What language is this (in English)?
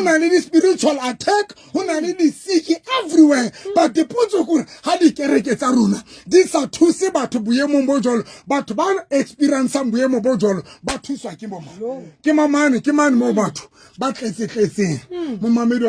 Southern Sotho